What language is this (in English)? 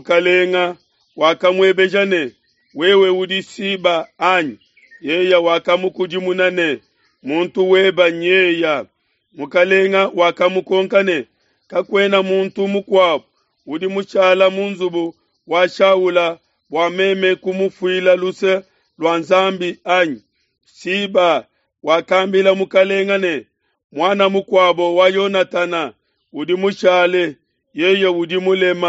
Luba-Lulua